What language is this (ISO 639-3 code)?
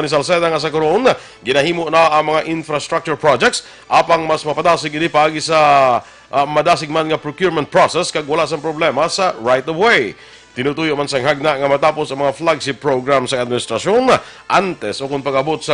hil